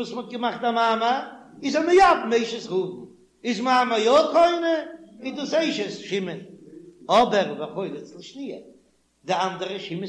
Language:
Yiddish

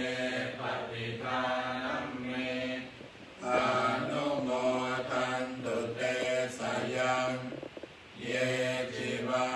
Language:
Pali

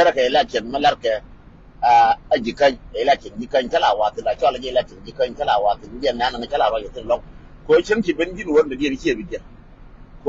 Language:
Nuer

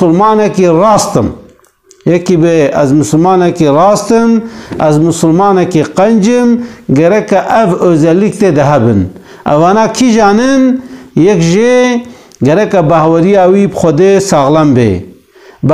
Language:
Kurdish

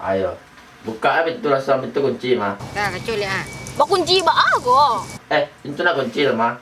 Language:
Minangkabau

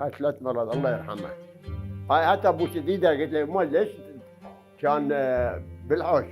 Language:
Mesopotamian Arabic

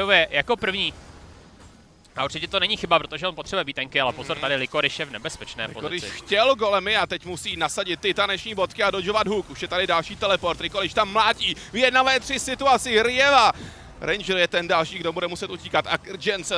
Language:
Czech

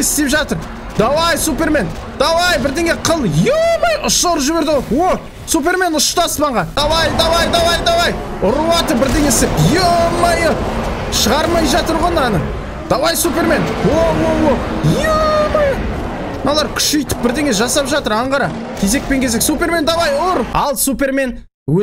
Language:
Kazakh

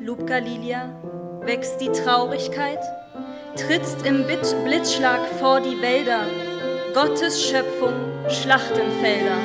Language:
Upper Sorbian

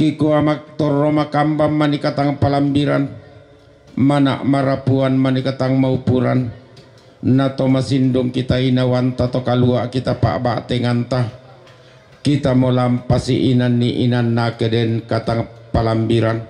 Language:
Toraja-Sa'dan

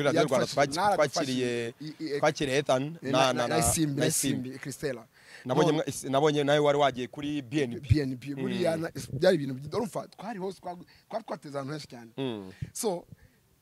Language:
Kinyarwanda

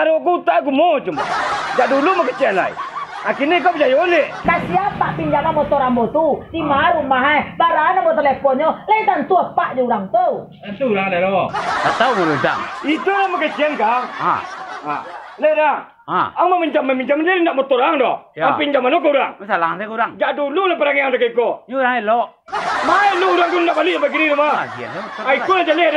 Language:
Minangkabau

